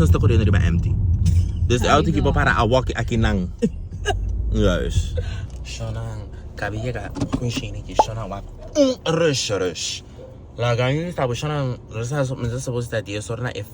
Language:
Papiamento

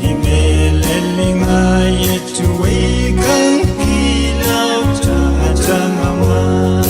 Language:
Pohnpeian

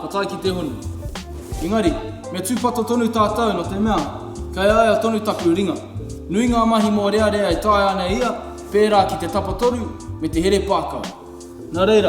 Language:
Māori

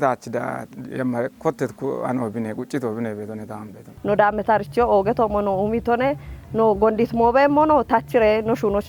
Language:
Kafa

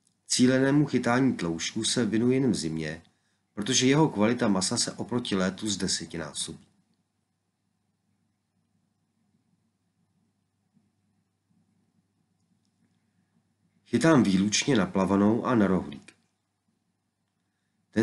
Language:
Czech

